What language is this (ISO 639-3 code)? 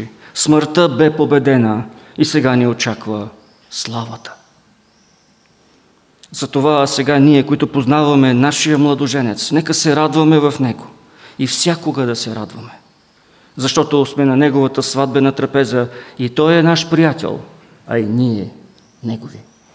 bul